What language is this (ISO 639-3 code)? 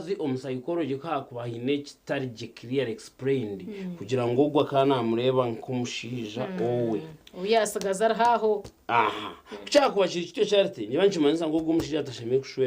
nyn